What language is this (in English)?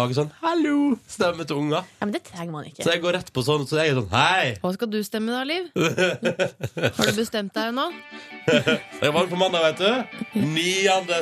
Norwegian